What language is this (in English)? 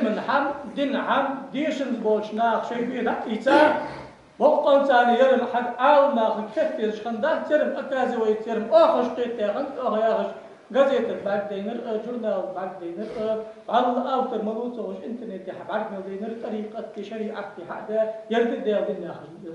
Ingush